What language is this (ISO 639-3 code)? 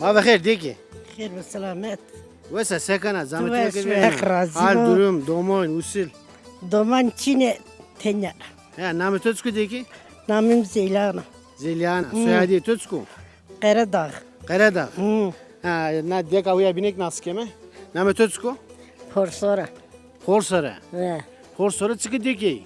zza